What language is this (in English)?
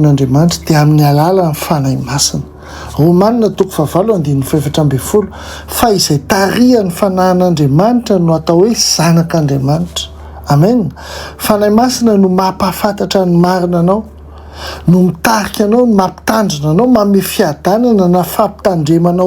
Malagasy